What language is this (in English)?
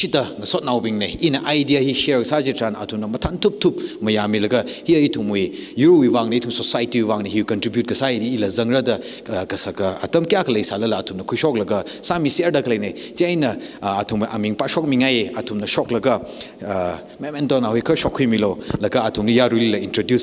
Tangkhul Naga (India)